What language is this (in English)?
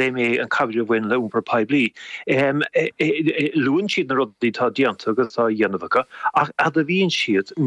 Irish